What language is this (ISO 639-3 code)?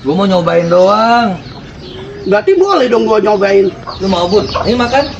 bew